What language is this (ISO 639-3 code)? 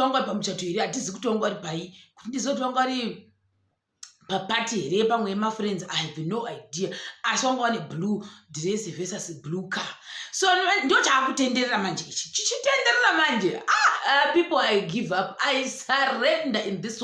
sna